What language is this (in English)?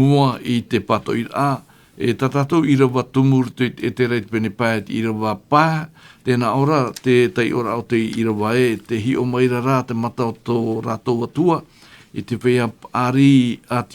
Tahitian